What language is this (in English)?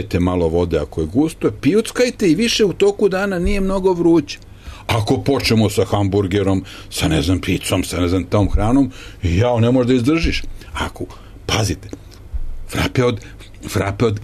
Serbian